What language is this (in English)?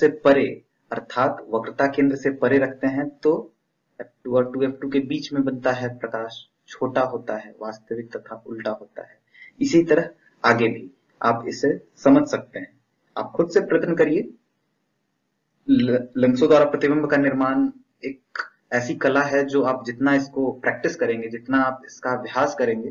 Hindi